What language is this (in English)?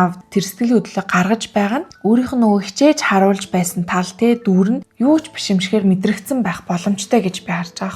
Mongolian